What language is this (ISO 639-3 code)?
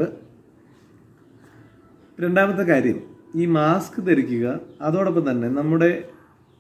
mal